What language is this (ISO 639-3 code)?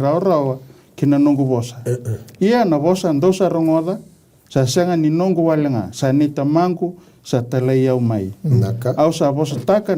fij